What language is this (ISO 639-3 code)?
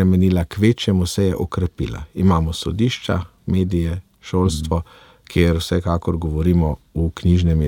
slv